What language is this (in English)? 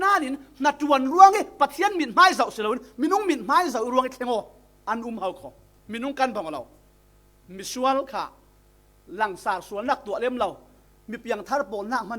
Falam Chin